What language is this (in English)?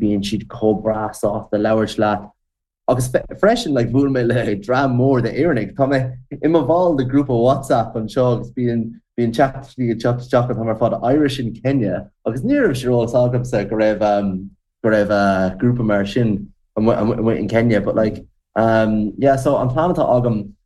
Irish